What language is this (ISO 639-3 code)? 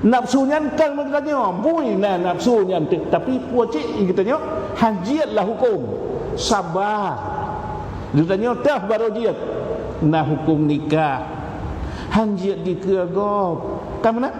ace